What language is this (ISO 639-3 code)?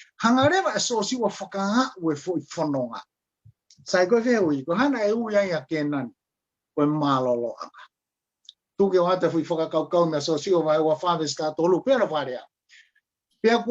ton